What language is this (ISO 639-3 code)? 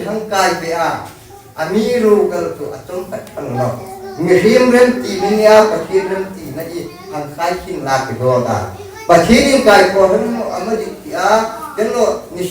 hmr